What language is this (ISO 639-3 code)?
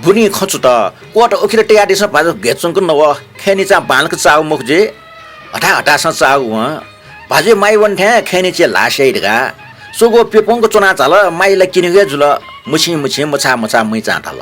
new